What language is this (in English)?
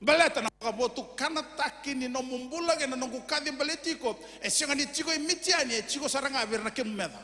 Fijian